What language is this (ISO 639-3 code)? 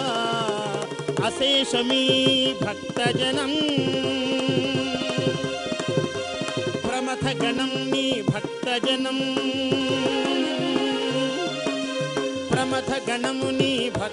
tel